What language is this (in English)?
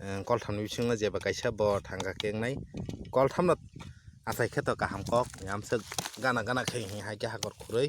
Kok Borok